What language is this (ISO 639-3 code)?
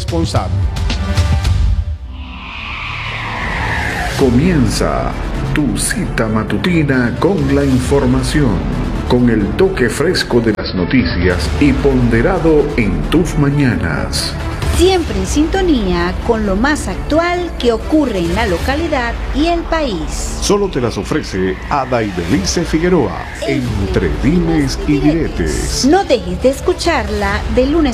spa